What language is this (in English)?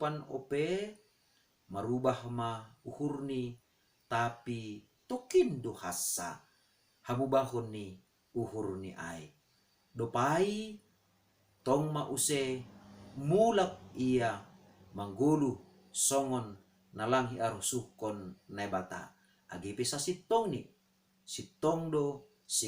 Batak Simalungun